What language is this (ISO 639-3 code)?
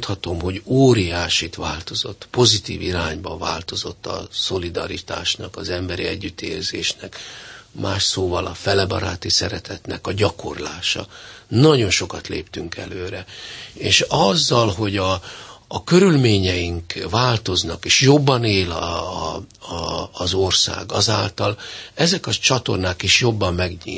hun